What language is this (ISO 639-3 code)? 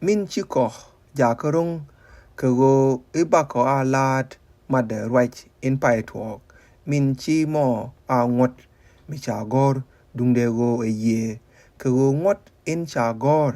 nus